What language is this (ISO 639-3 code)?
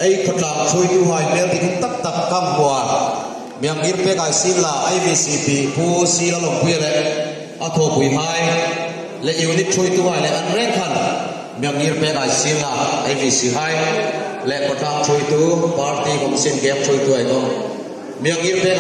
hmr